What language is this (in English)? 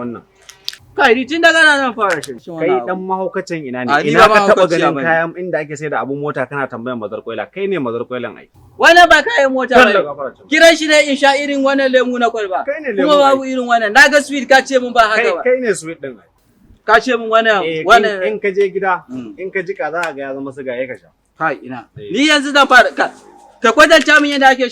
Hausa